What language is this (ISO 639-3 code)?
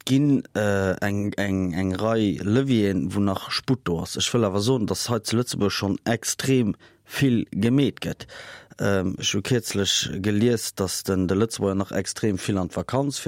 ltz